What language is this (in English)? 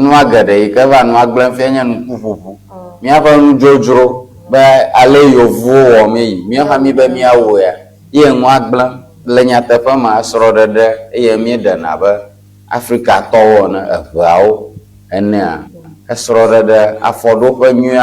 Ewe